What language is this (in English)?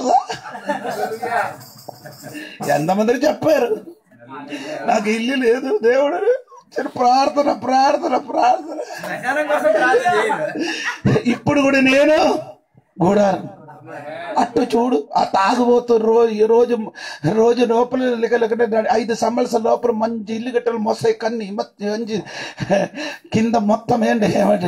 Telugu